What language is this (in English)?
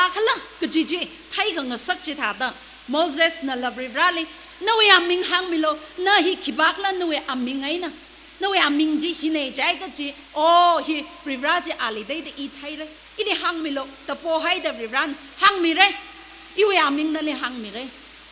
Tangkhul Naga (India)